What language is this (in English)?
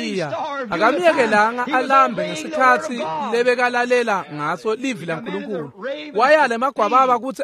Swati